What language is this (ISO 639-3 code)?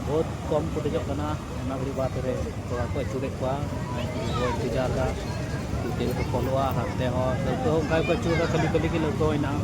sat